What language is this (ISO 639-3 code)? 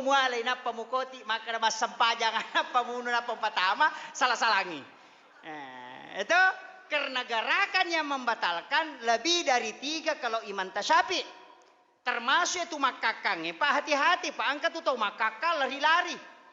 bug